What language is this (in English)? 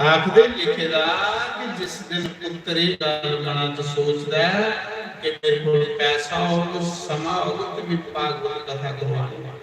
Dogri